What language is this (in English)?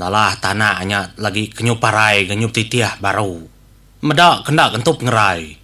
Iban